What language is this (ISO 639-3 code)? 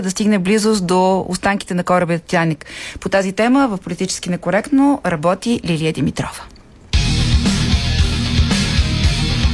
bul